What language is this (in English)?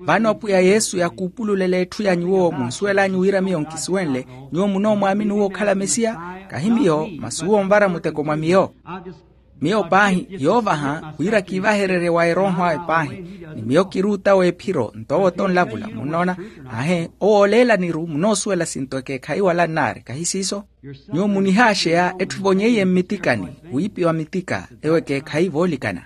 Makhuwa